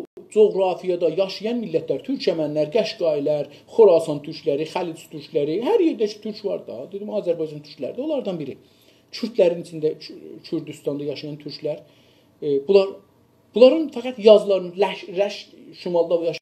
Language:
South Azerbaijani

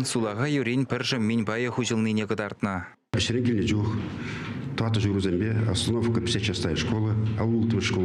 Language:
Chuvash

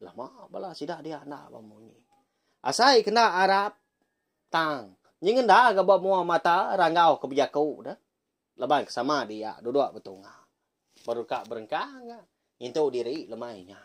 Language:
Iban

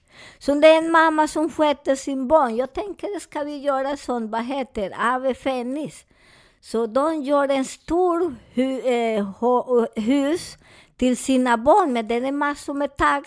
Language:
Swedish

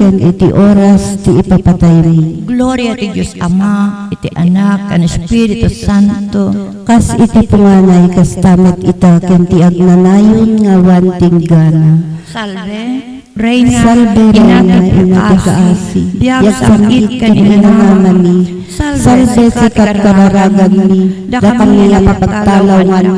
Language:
Iloko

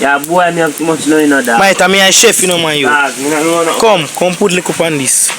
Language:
Jamaican Creole English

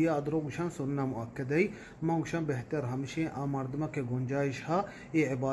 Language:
Eastern Balochi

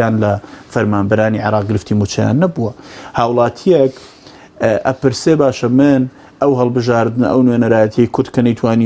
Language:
Central Kurdish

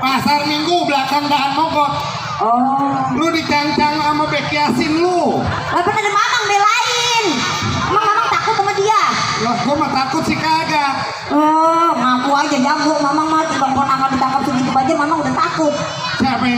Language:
Betawi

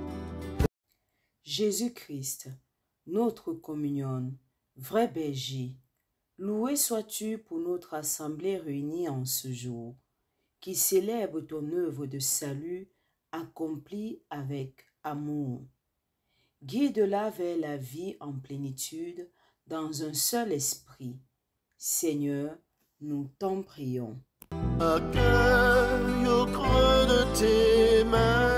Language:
French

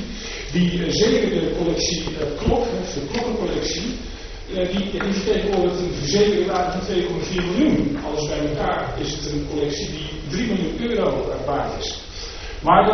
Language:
Dutch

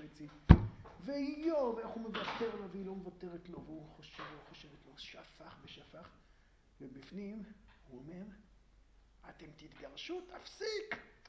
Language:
Hebrew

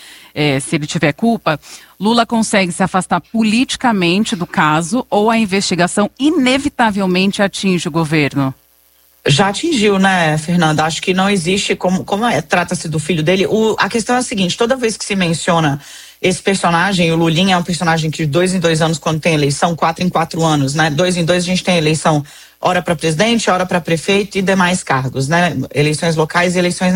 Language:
Portuguese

